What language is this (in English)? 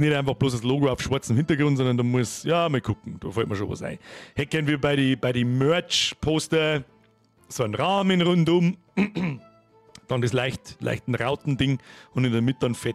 Bavarian